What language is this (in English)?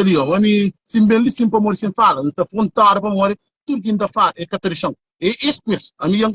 Kabuverdianu